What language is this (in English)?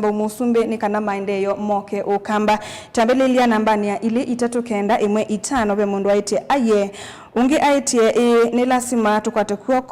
Kamba